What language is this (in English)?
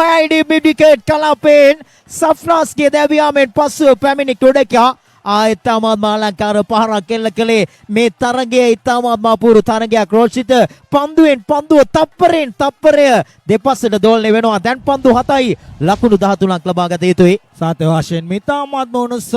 Sinhala